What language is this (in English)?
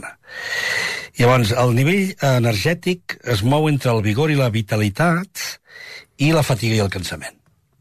Catalan